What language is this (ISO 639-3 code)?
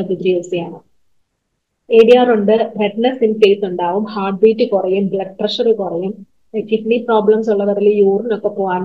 mal